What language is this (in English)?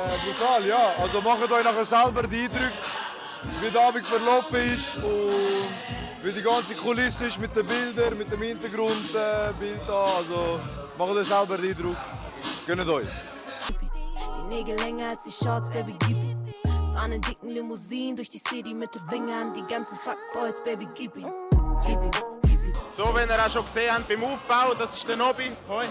Swiss German